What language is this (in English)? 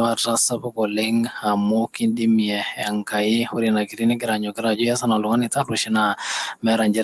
Masai